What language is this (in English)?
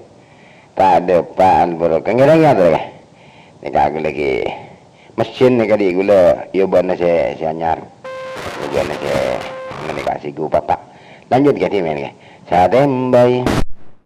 Madurese